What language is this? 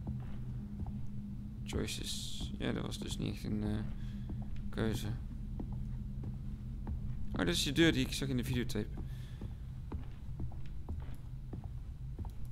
Dutch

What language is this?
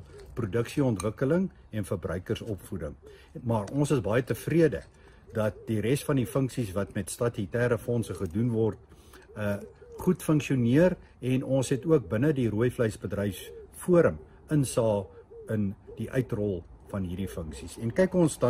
Afrikaans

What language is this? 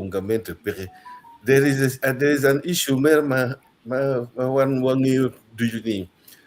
Acoli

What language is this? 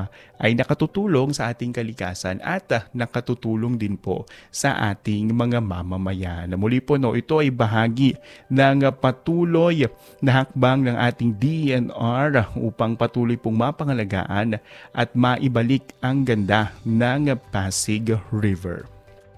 Filipino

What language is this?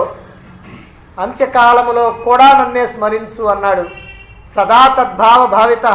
Telugu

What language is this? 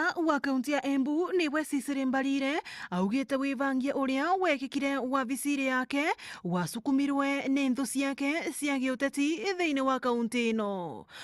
Meru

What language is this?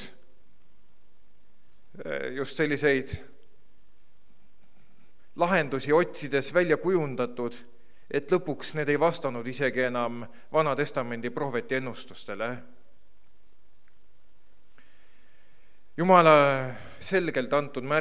Estonian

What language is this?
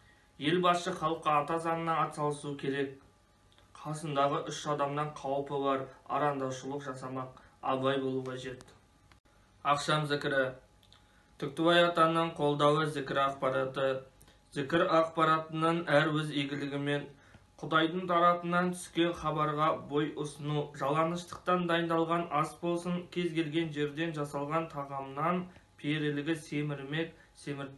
Kazakh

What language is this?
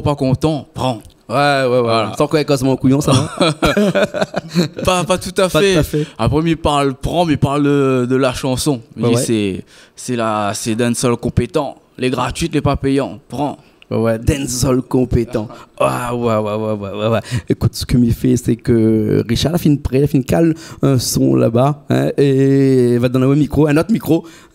Réunion Creole French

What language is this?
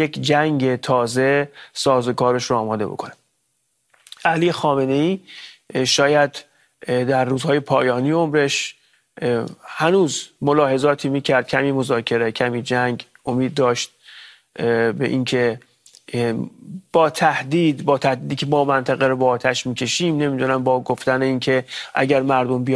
Persian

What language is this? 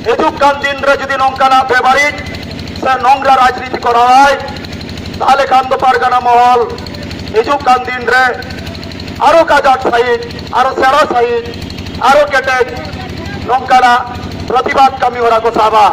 Santali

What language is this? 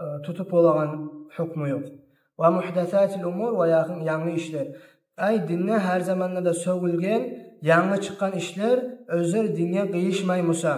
Kumyk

